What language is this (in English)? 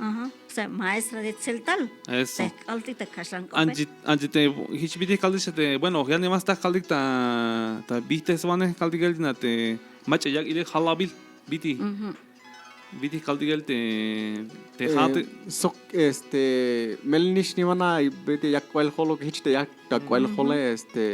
Tzeltal